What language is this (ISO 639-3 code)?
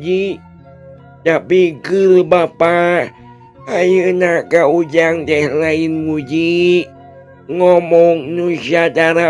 sun